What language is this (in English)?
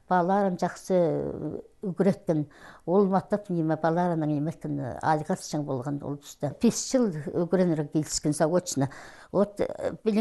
Khakas